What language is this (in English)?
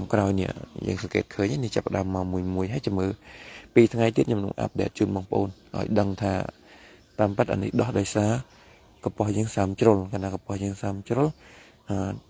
Khmer